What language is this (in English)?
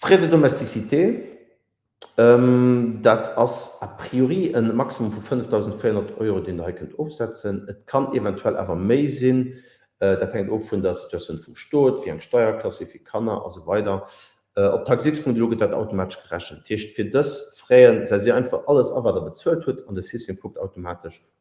Luxembourgish